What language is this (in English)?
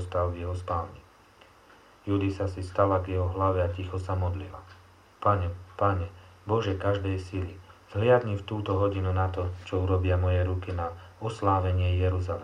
Slovak